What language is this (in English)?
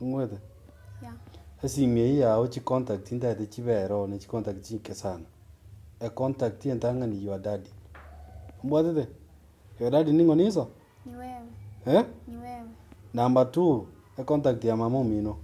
Gusii